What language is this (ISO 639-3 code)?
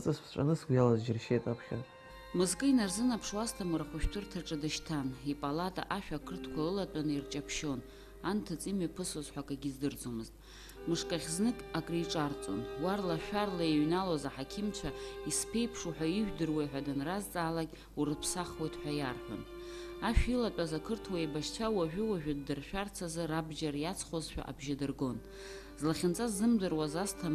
abk